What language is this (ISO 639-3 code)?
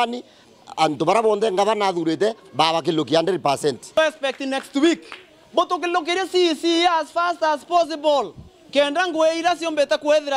mer